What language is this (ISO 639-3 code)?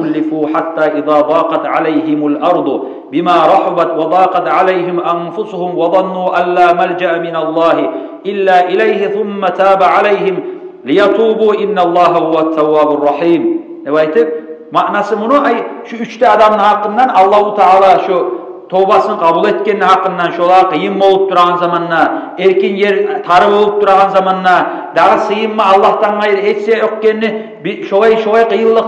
kum